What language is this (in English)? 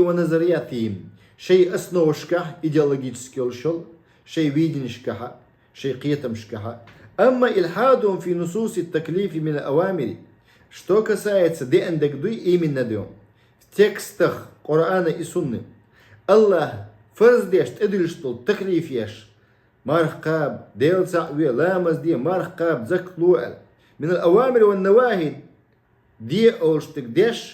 Chechen